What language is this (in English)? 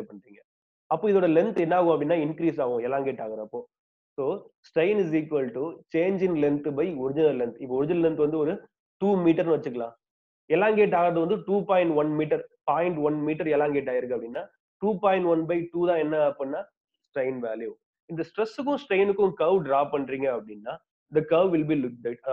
Tamil